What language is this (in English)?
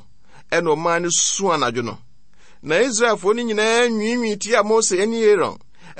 Akan